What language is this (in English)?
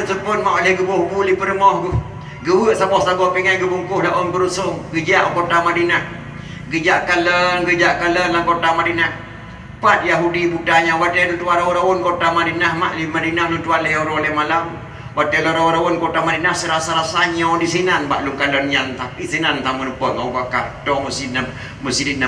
Achinese